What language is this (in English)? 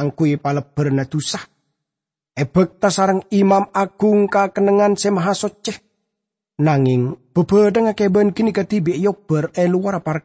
Madurese